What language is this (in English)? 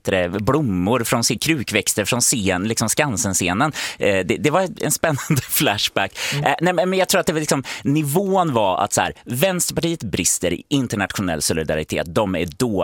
Swedish